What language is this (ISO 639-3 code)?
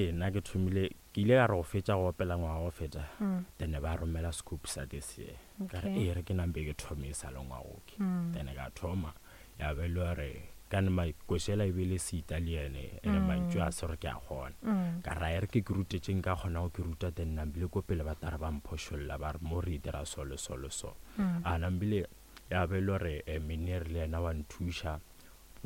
nso